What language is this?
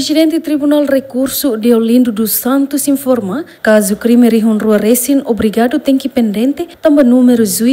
Tetum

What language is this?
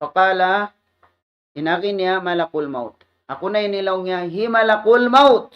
Tausug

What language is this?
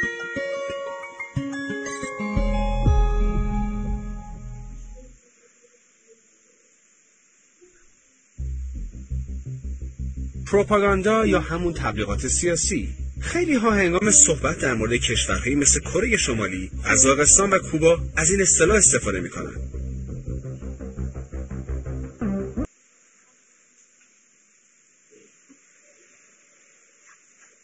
Persian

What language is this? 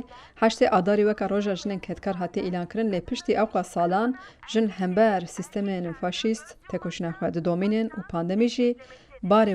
Kurdish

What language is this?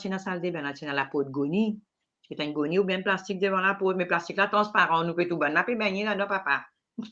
Morisyen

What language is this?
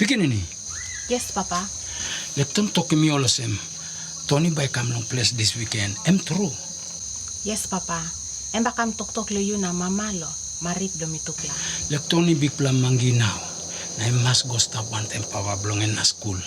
Tok Pisin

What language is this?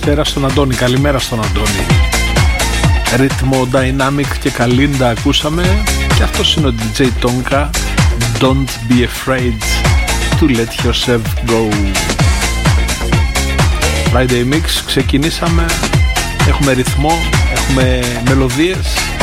Greek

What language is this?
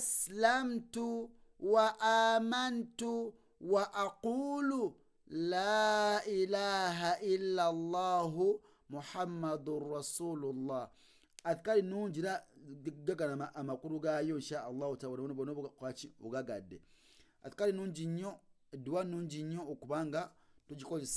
Ganda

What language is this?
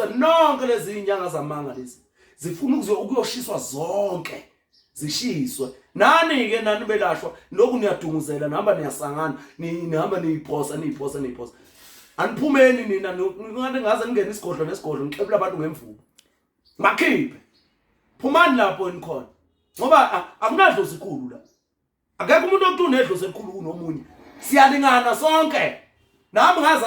Zulu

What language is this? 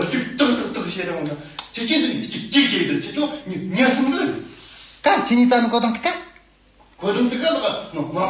Tibetan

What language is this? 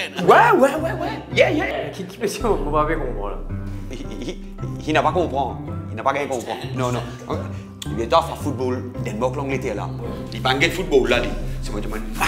Morisyen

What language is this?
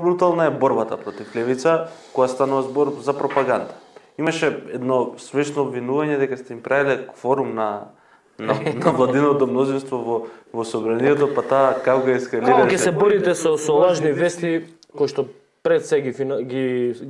Macedonian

